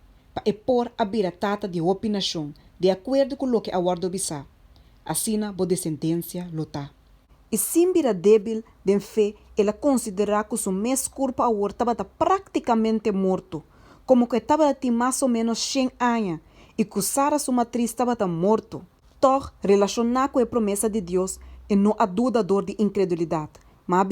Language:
Papiamento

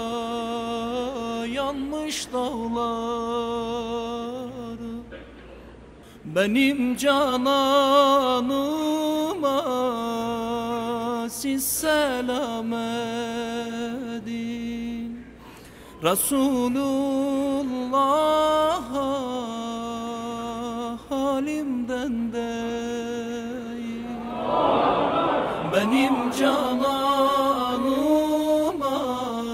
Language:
Turkish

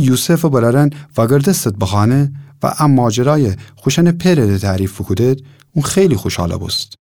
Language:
Gilaki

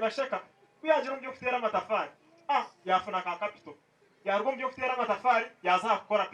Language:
Nyankole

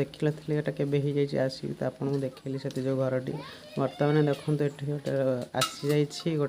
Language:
Odia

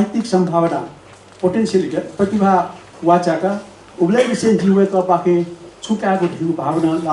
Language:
Newari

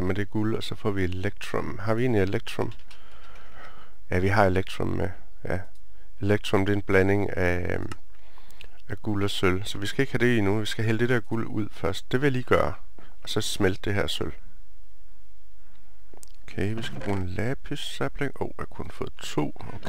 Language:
Danish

